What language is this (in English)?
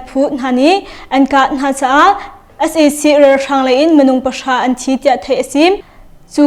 Hakha Chin